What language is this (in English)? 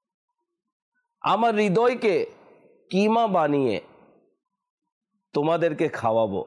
Bangla